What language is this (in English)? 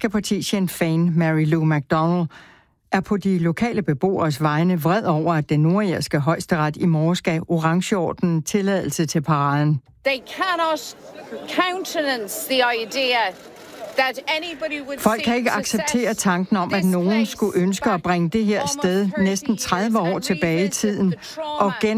Danish